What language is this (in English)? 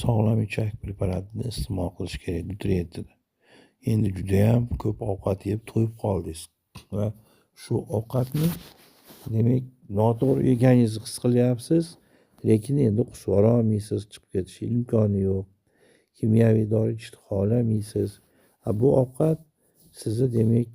Uzbek